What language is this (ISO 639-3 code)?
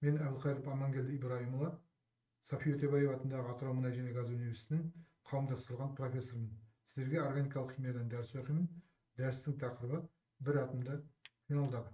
kaz